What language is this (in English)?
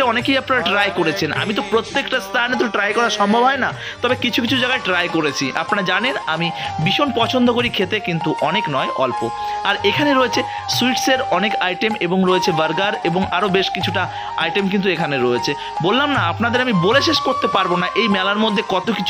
Bangla